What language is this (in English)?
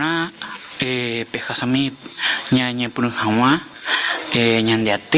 Guarani